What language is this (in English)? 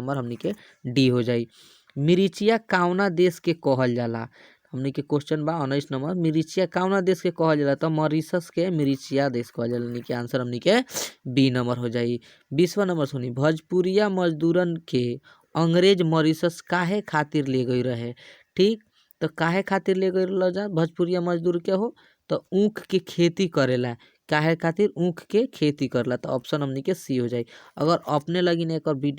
Bhojpuri